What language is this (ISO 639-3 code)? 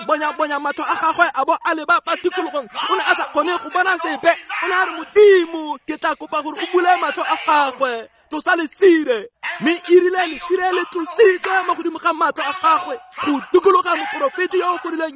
tsn